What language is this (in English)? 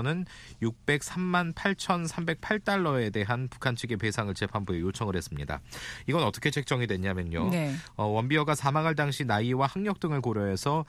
Korean